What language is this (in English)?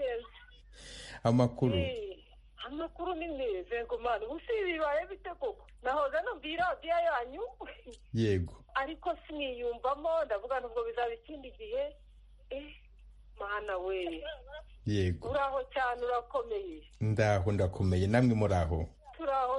Kinyarwanda